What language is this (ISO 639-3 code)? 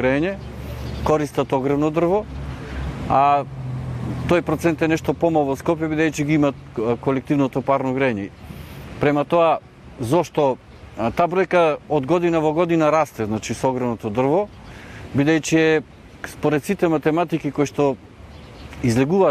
mkd